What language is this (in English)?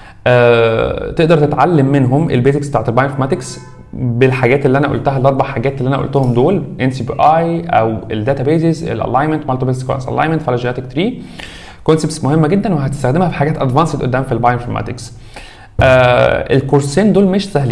Egyptian Arabic